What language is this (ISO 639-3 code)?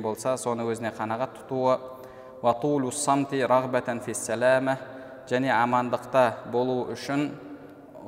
kaz